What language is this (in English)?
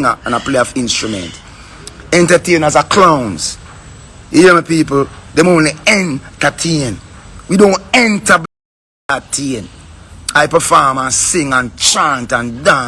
Jamaican Creole English